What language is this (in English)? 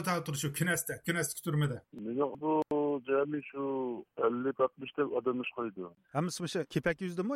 Uyghur